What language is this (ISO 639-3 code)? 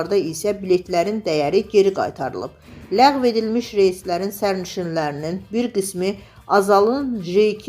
aze